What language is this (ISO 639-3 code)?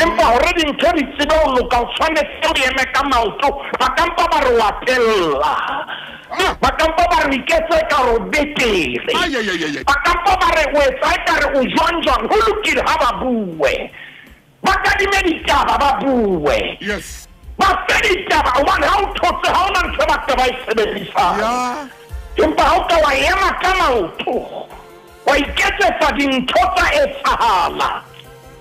sot